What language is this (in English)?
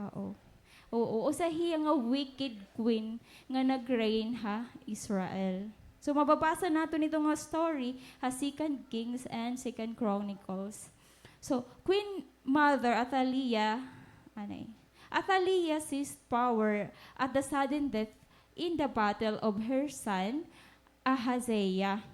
Waray